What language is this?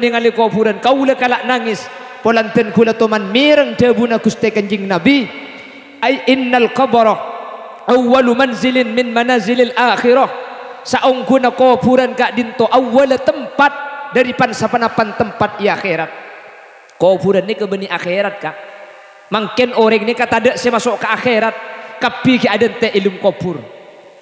Madurese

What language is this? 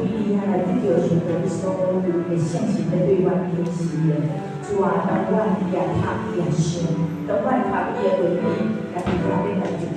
Min Nan Chinese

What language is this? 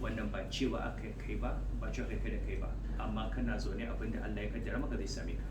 Hausa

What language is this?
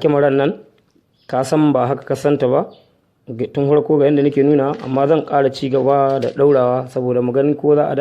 Hausa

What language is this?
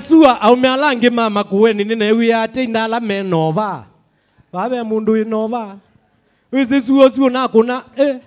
Kamba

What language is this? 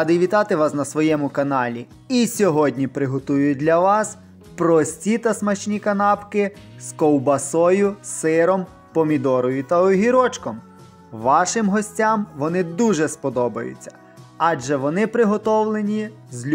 Ukrainian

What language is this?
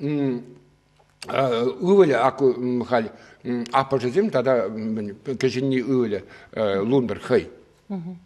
Chuvash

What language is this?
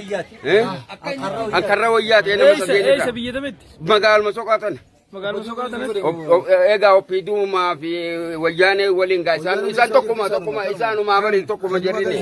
Oromo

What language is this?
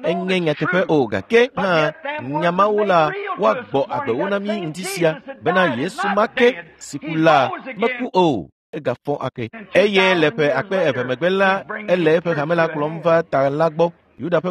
Ewe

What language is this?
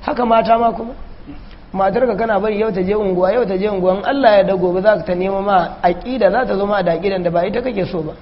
Hausa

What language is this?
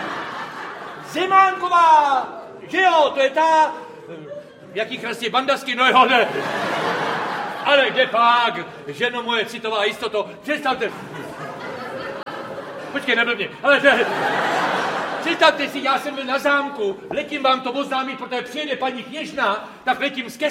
Czech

